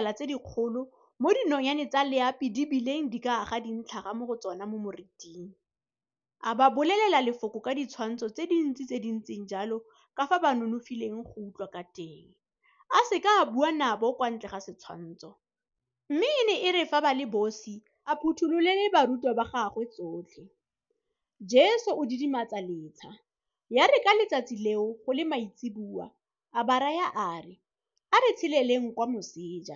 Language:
Tswana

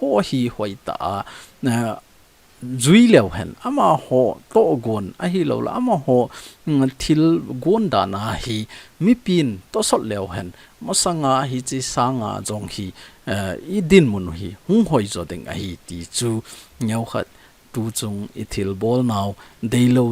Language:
Thado Chin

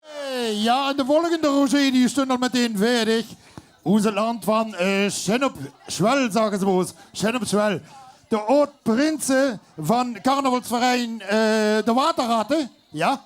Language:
Limburgish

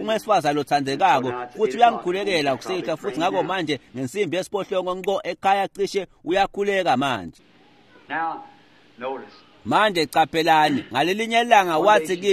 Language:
Swati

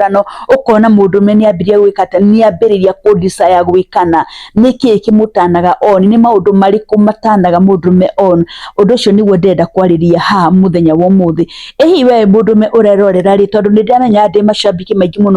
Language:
Kikuyu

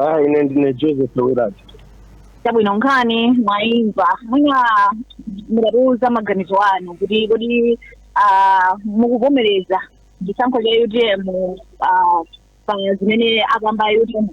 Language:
Nyanja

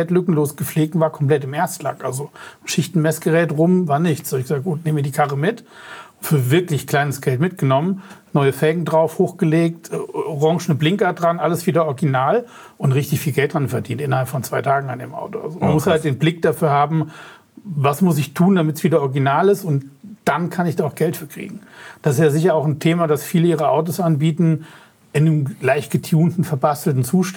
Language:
German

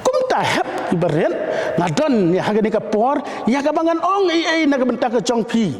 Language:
Khasi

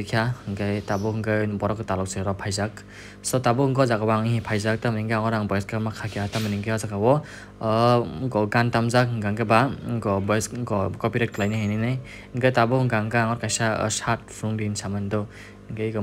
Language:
Kok Borok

